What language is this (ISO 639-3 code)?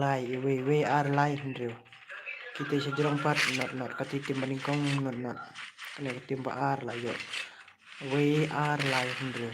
kha